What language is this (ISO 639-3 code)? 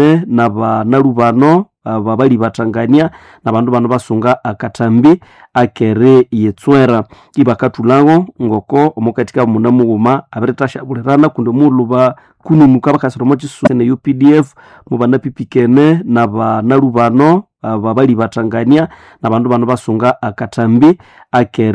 nnb